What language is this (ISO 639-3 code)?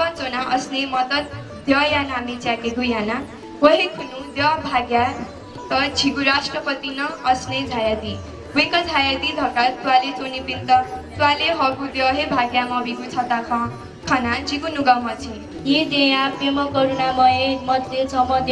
new